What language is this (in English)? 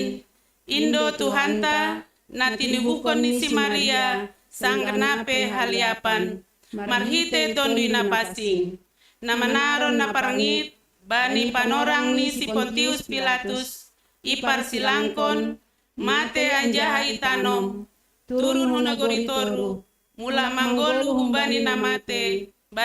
Batak Simalungun